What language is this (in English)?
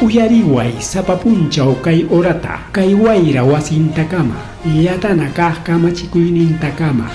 Ayacucho Quechua